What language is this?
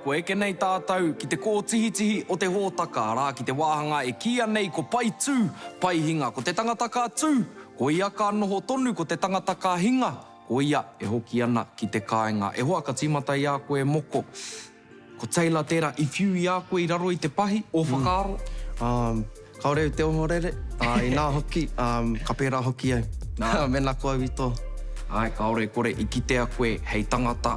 Māori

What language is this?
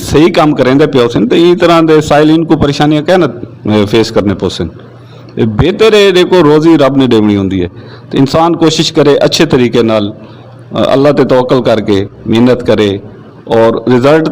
Saraiki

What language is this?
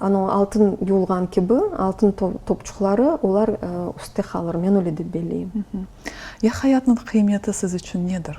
Crimean Tatar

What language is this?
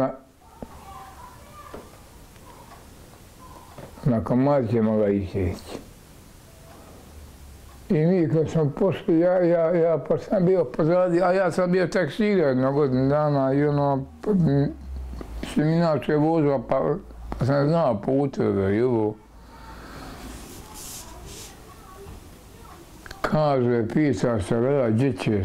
Bosnian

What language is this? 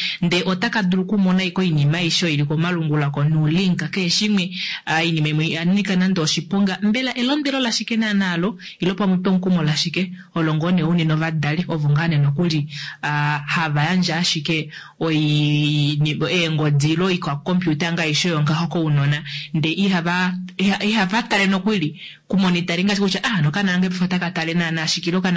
Kuanyama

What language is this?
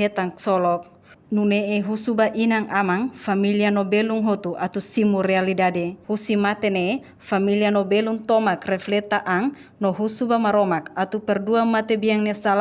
Tetum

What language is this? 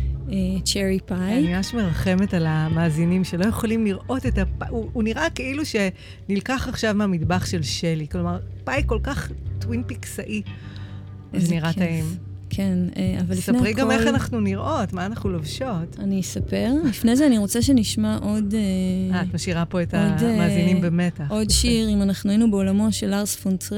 Hebrew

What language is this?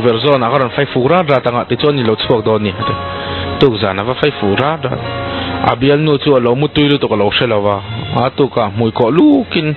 Mizo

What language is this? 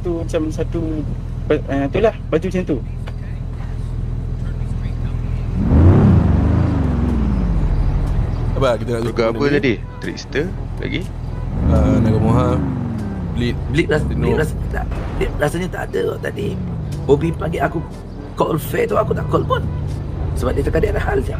Malay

